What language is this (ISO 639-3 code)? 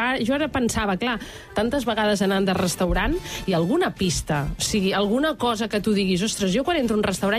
cat